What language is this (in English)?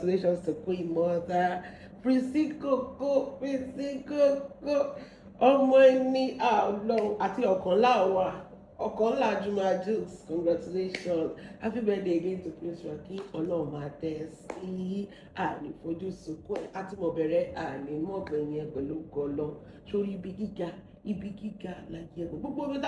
Yoruba